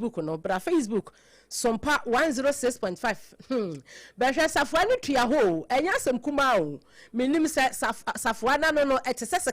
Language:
Akan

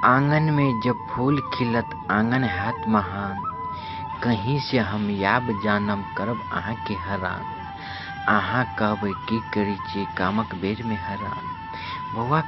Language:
Maithili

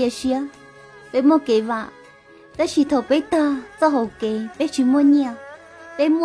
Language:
Hmong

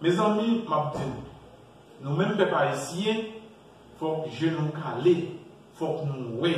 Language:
Haitian Creole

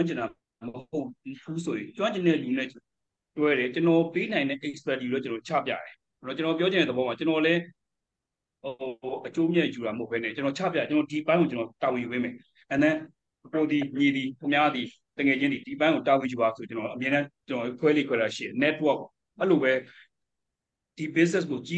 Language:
Burmese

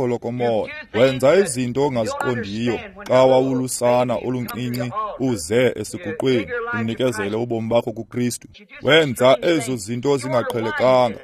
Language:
Xhosa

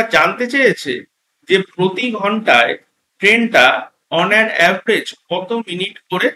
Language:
Bangla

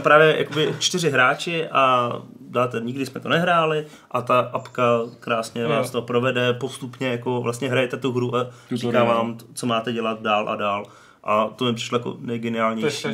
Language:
Czech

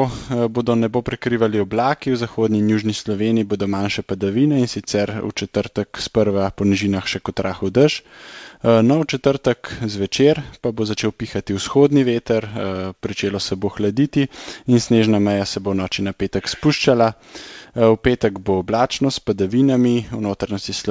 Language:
Slovenian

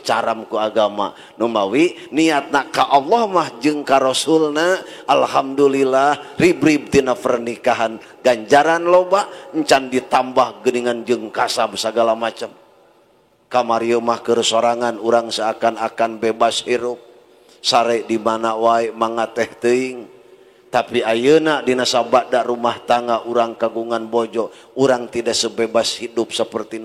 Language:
Sundanese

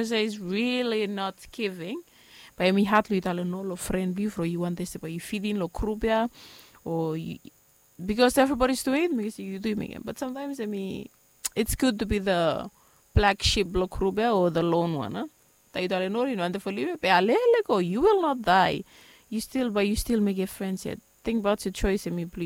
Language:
Bislama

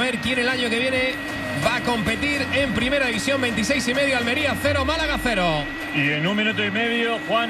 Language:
Spanish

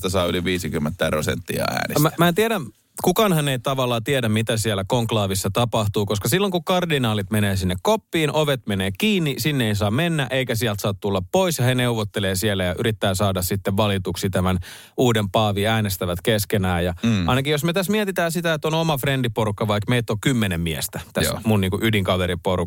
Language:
Finnish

